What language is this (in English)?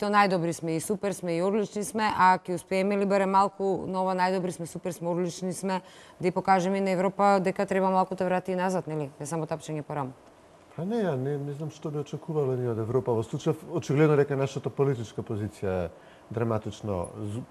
Macedonian